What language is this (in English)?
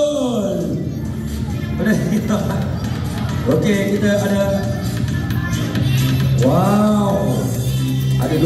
Malay